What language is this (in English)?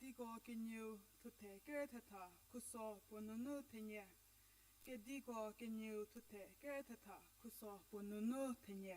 Angami Naga